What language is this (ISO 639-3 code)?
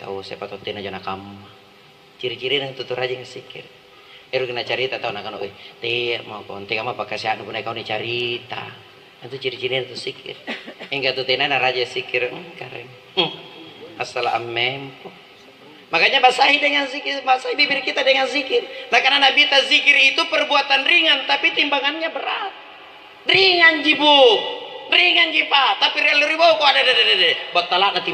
mak